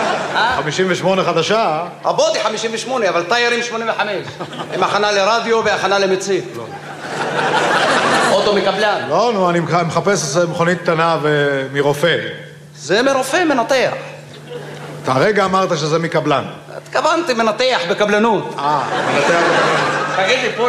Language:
Hebrew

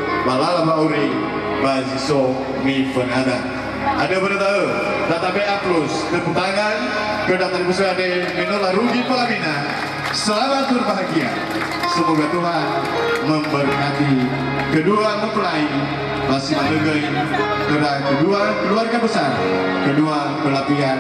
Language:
Nias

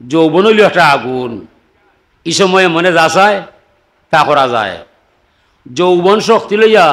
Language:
Sylheti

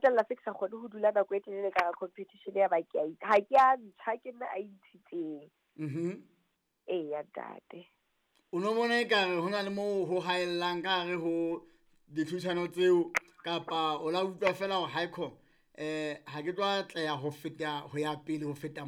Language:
Southern Sotho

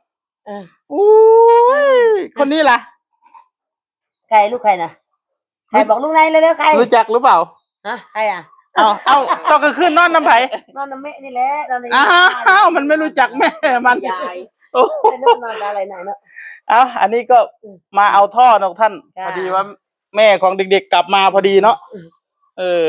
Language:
Northeastern Thai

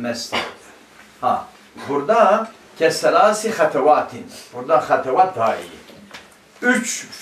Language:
Turkish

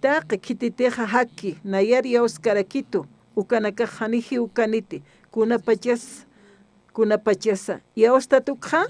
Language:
Aymara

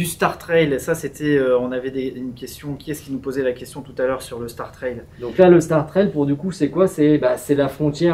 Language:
French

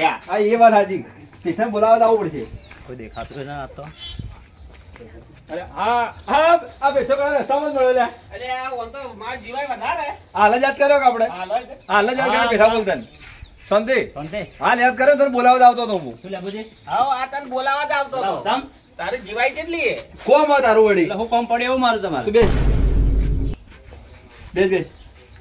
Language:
Gujarati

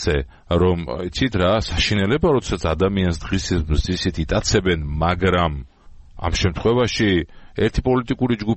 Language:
Georgian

